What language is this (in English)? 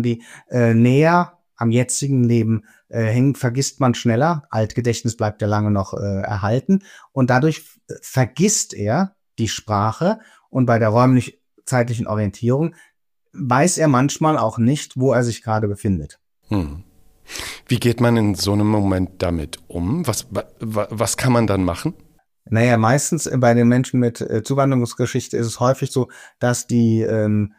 German